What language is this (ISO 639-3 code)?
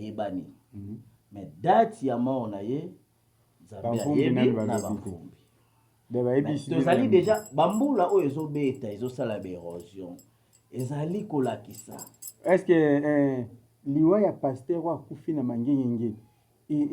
lin